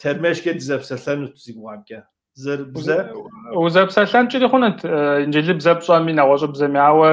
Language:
Kabardian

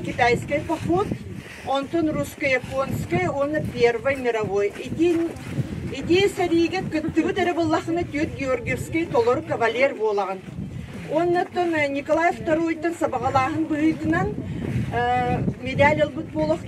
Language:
Yakut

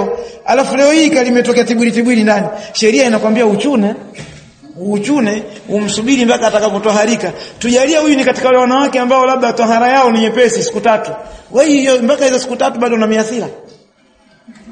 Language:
Swahili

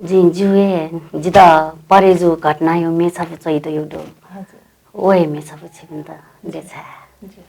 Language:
Newari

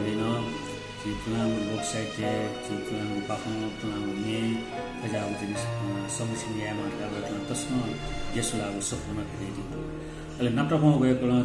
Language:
Newari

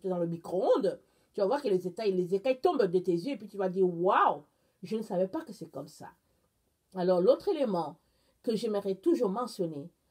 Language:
French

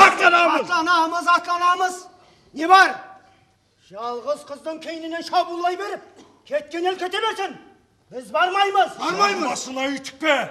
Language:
Kara-Kalpak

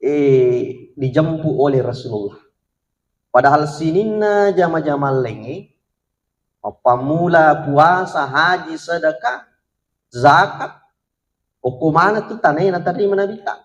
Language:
Buginese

